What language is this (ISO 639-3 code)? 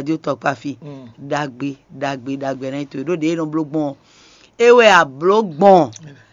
fon